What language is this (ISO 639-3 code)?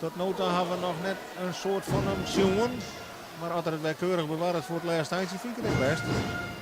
fry